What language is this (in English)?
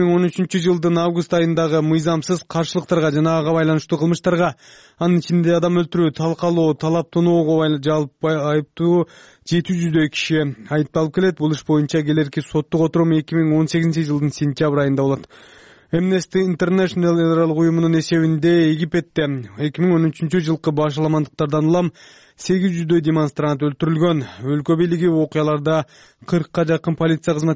Kyrgyz